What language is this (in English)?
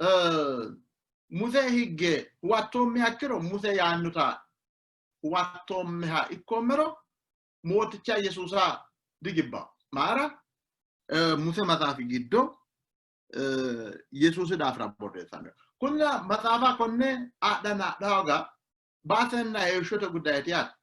Sidamo